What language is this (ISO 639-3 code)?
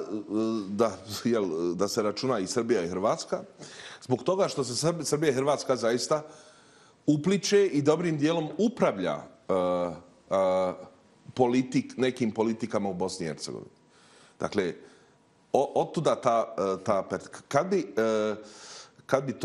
bos